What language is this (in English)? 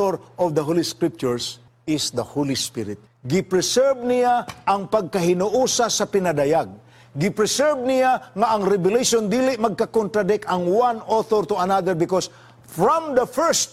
Cebuano